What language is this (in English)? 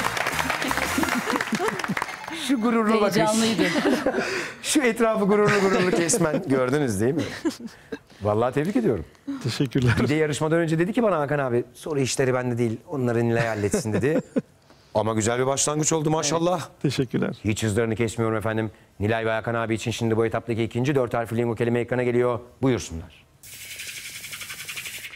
Turkish